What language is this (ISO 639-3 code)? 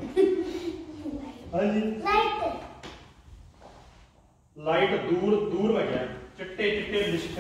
pan